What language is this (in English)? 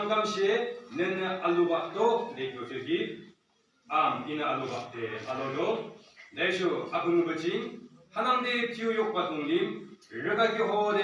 Yimchungru Naga